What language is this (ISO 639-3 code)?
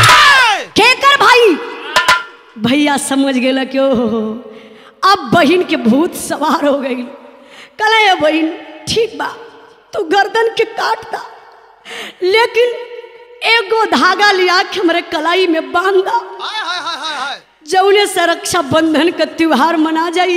bho